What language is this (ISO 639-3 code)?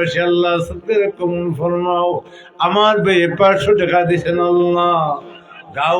syl